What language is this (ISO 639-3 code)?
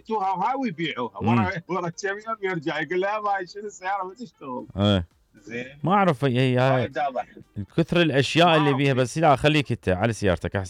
acm